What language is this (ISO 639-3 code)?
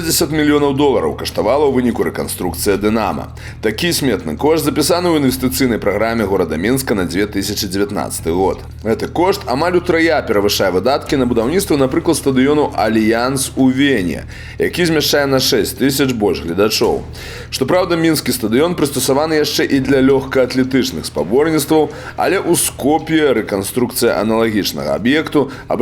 bel